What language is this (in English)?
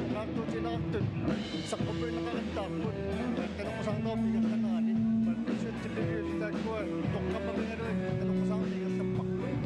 Kalaallisut